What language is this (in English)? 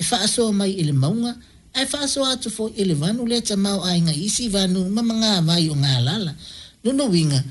Samoan